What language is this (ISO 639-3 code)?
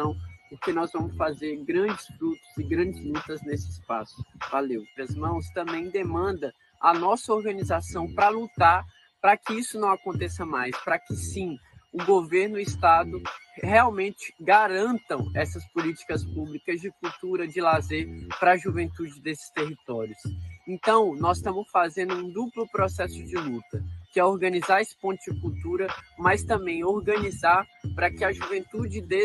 por